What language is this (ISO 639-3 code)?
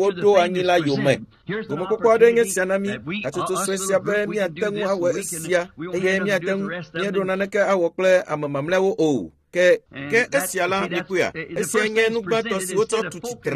ewe